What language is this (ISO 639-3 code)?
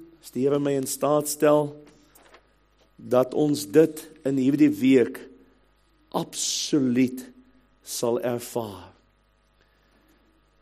afr